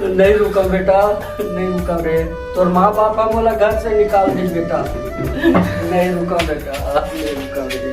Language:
Chhattisgarhi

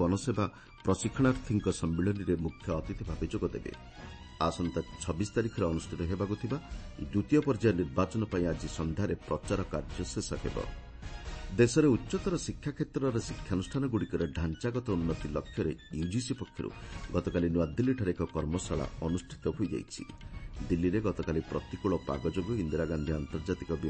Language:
Odia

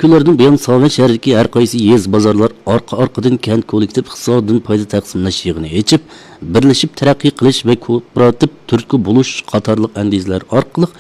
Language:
Uyghur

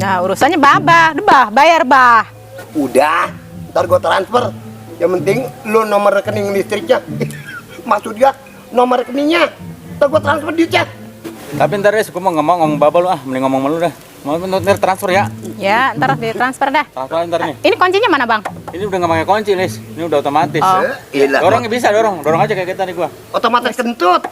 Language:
Betawi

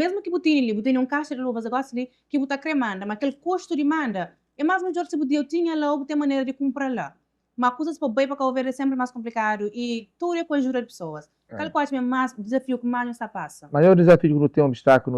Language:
Kabuverdianu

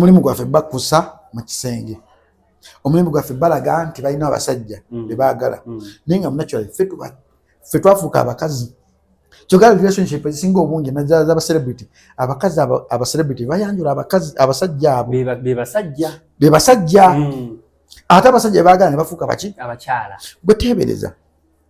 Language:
Ganda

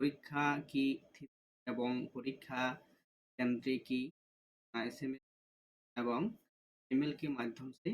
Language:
Santali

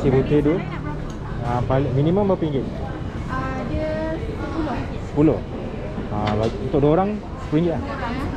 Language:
Malay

